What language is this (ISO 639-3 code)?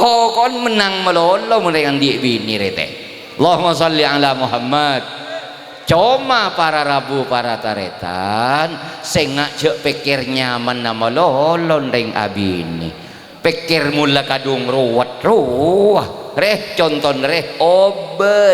mad